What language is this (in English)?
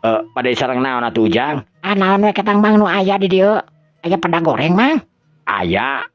Sundanese